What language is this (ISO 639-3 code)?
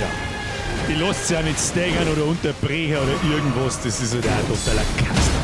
bar